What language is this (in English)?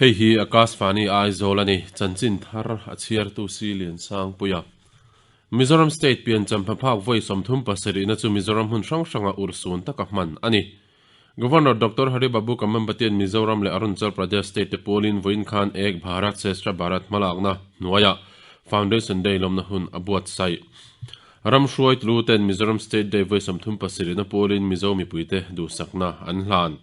Mizo